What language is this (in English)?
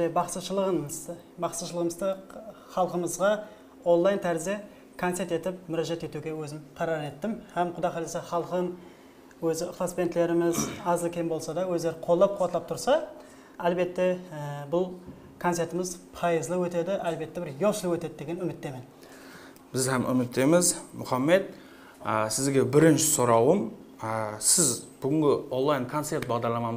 Kara-Kalpak